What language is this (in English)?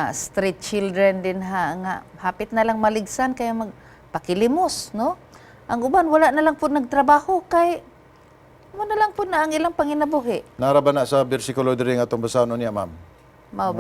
Cebuano